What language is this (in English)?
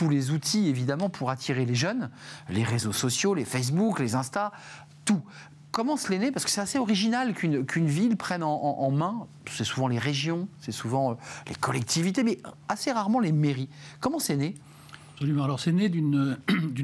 French